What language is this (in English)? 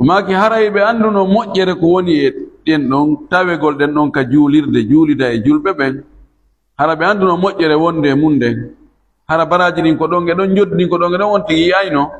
Fula